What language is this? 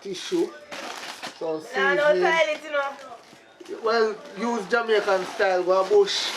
Jamaican Creole English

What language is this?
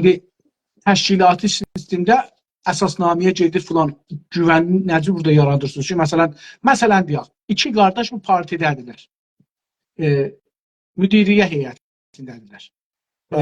South Azerbaijani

